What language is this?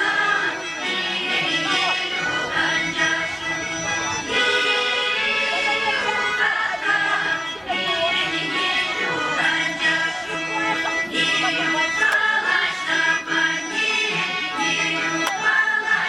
Chuvash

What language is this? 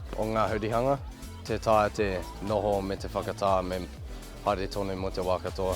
Māori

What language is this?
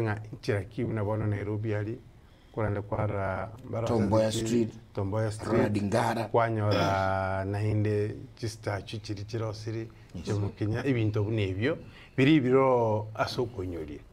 Gusii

